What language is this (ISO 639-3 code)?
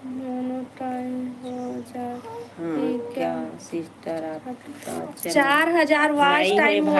hne